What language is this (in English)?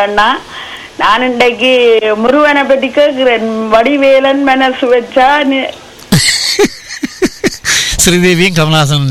Tamil